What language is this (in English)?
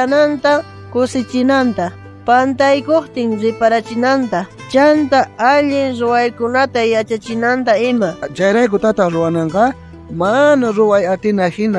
South Bolivian Quechua